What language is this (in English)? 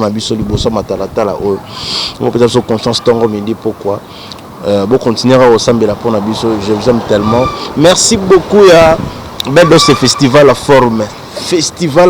Lingala